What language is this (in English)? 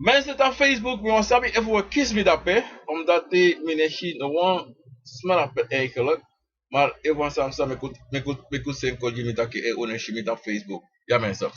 Sranan Tongo